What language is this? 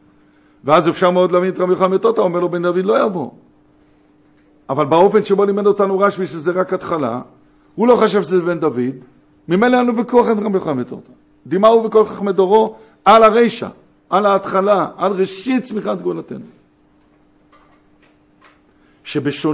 Hebrew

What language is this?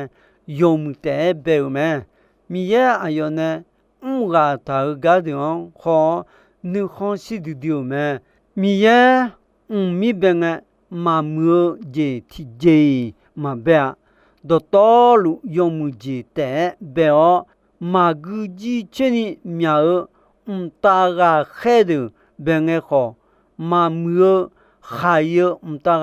Akha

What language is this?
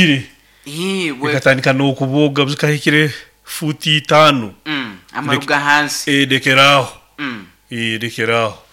Nyoro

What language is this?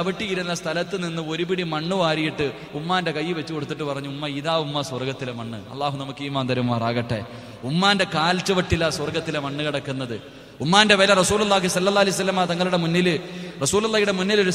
Malayalam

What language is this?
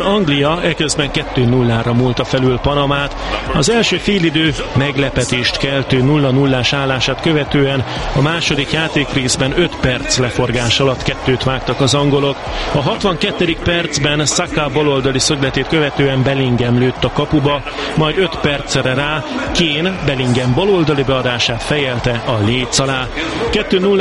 Hungarian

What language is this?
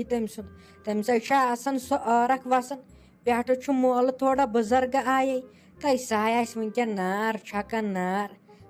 Kashmiri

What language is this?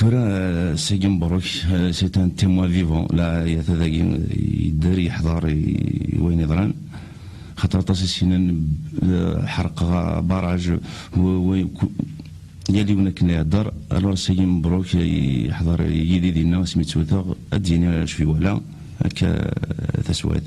Kabyle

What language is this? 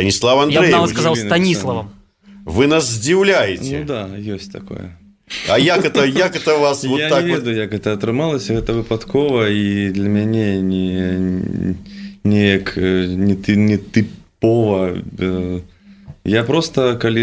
Belarusian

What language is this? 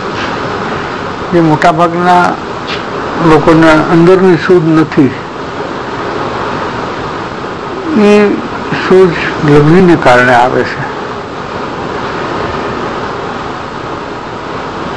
Gujarati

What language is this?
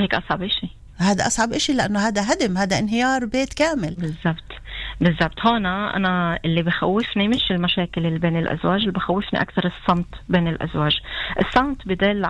North Levantine Arabic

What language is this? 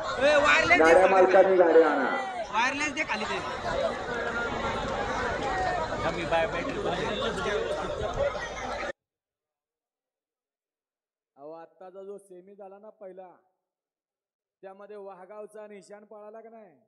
Marathi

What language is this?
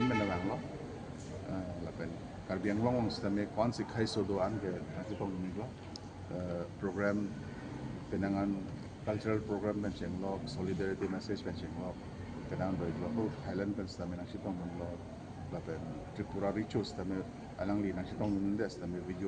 Karbi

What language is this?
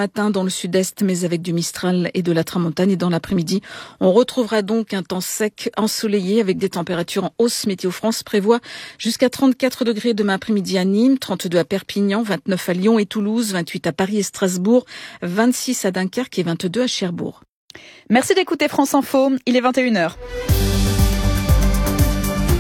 French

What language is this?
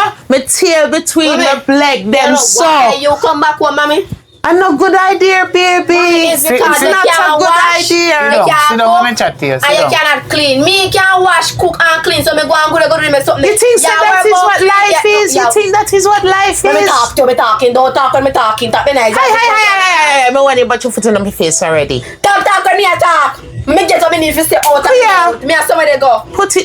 Jamaican Creole English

